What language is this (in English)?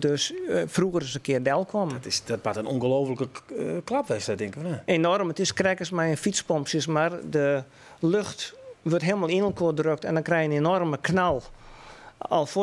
Western Frisian